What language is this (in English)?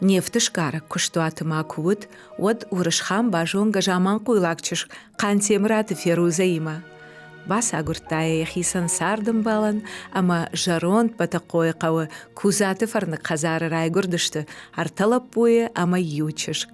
Ossetic